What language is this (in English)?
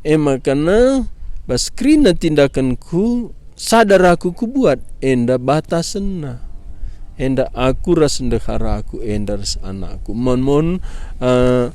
Batak Karo